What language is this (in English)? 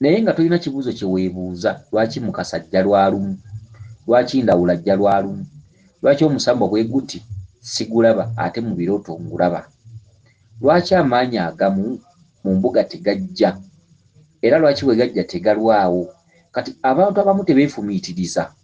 Ganda